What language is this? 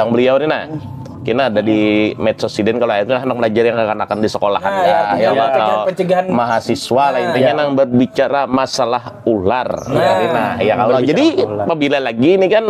Banjar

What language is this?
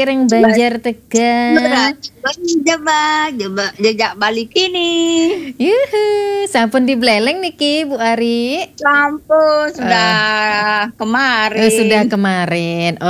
Balinese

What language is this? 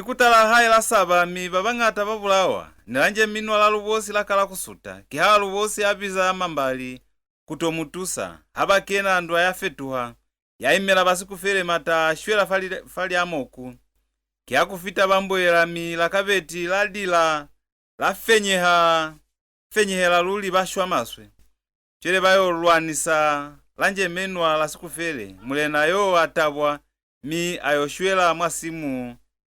Lozi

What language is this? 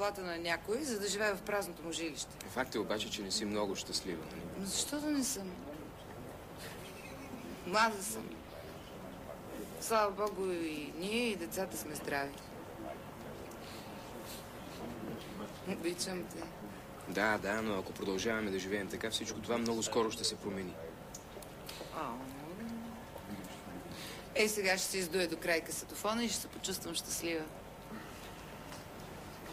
Bulgarian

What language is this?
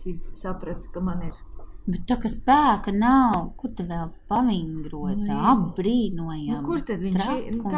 Latvian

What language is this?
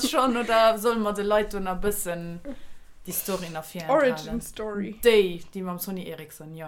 Luxembourgish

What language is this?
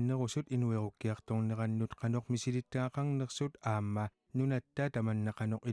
Kalaallisut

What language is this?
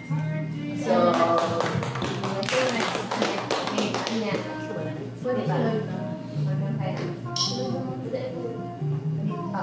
Filipino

